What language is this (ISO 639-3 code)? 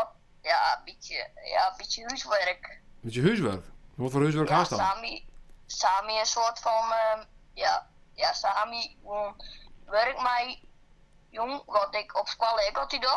fry